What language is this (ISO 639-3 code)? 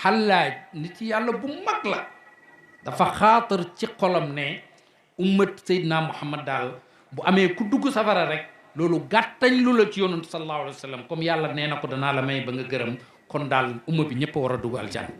wol